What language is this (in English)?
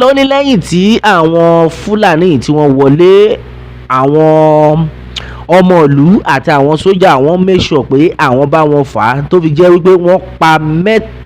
Yoruba